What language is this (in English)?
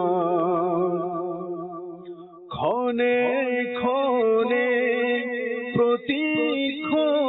Bangla